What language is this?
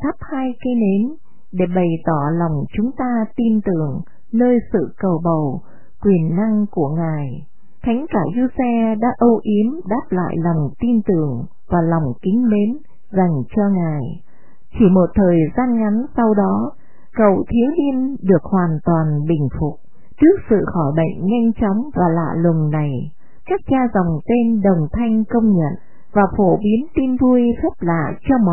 Vietnamese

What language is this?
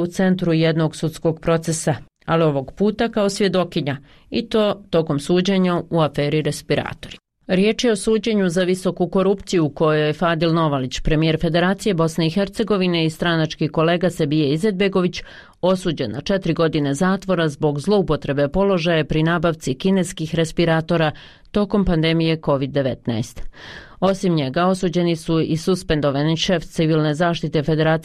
Bosnian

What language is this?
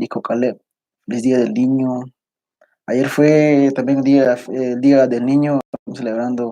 Kekchí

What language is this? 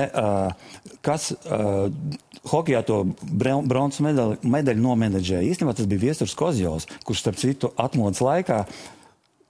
Latvian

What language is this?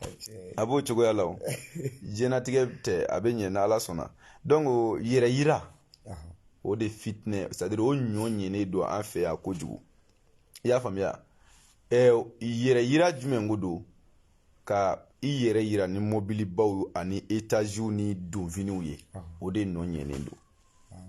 Bambara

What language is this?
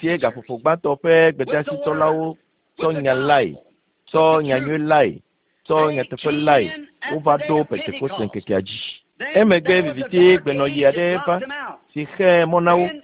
Ewe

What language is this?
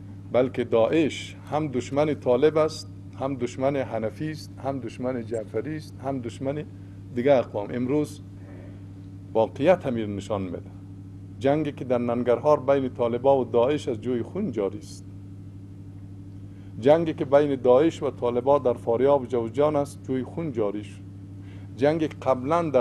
Persian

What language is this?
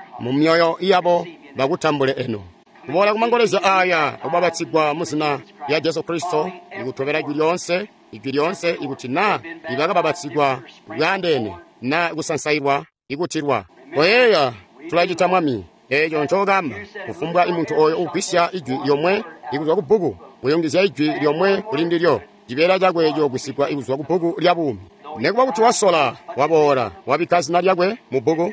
Tonga (Zambia)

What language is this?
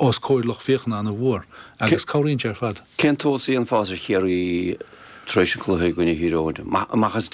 Irish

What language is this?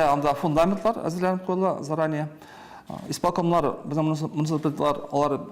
Tatar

